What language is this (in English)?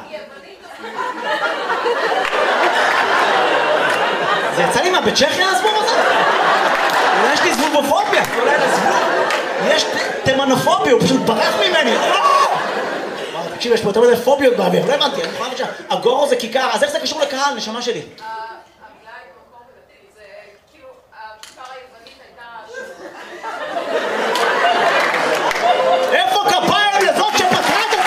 Hebrew